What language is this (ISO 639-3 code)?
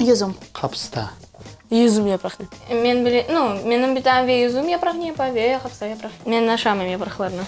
crh